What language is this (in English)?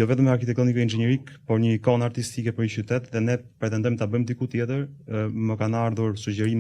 Albanian